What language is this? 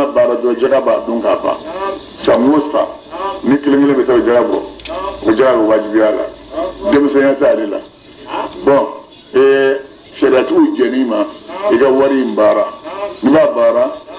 Bambara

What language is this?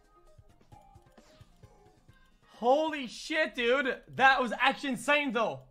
English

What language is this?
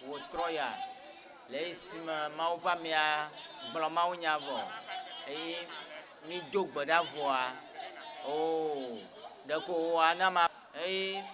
Ewe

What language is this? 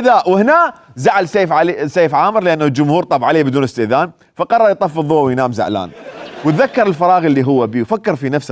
Mesopotamian Arabic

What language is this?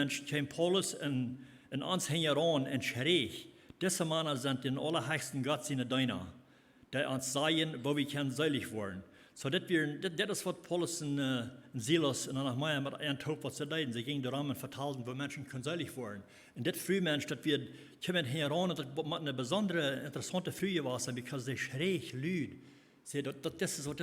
Plautdietsch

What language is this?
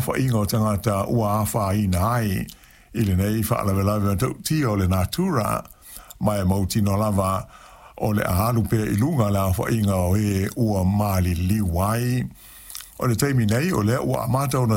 Samoan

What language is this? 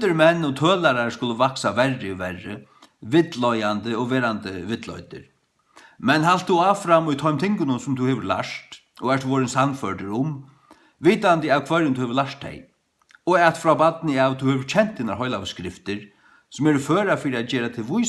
Faroese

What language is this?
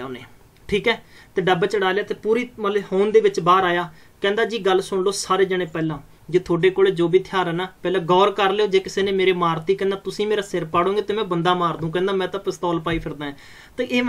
Punjabi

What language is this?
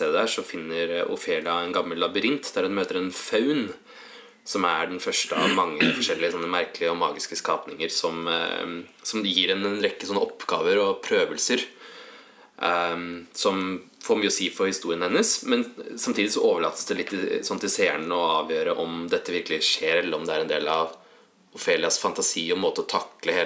Norwegian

